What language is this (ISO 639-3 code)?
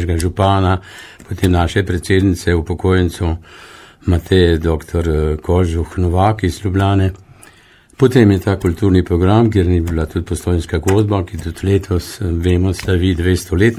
slv